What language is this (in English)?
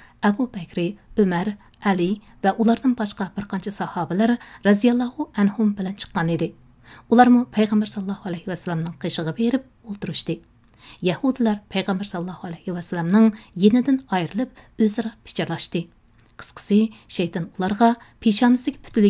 Uyghur